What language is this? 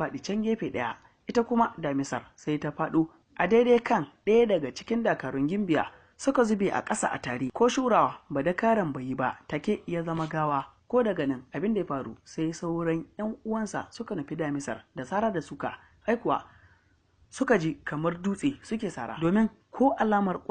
Hausa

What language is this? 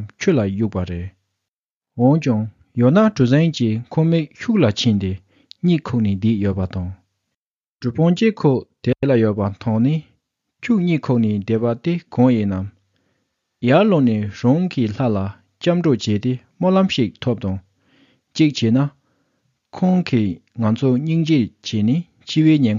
Tibetan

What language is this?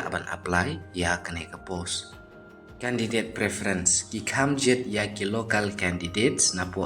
Khasi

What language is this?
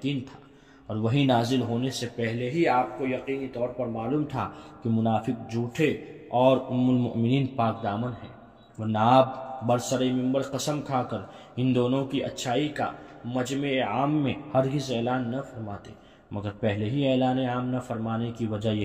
Urdu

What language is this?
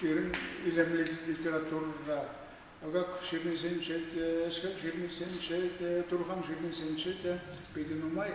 Chuvash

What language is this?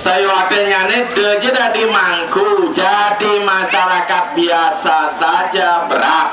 Balinese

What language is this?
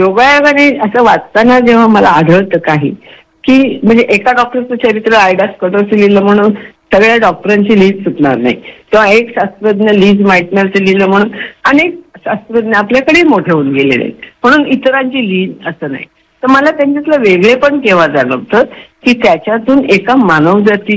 Marathi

